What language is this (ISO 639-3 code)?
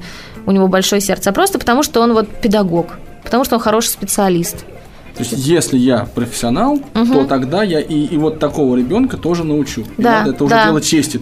rus